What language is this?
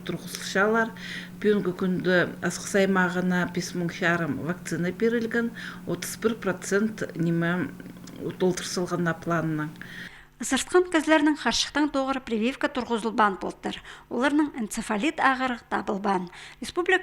Khakas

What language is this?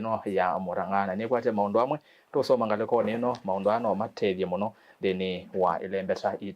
Kamba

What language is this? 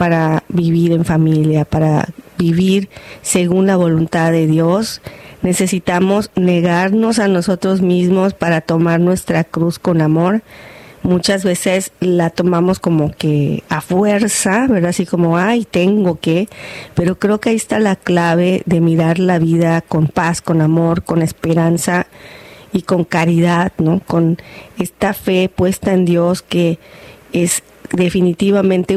Spanish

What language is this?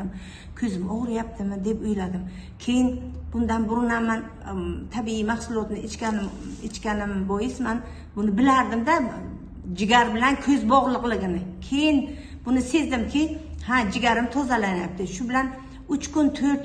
Uzbek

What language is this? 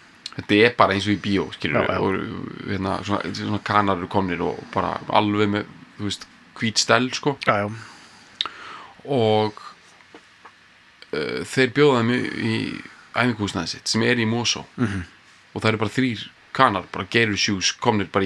Icelandic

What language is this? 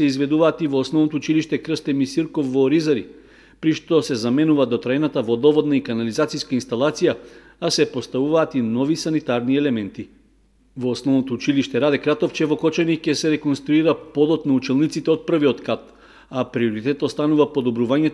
Macedonian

